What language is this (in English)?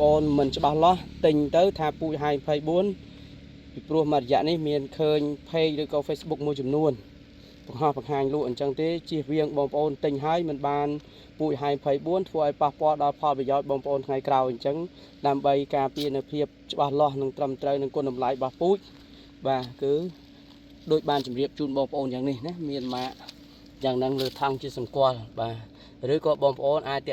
Khmer